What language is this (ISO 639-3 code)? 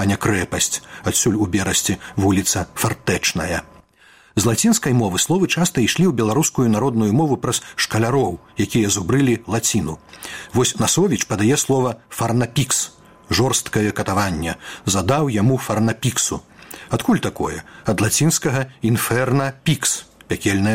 bel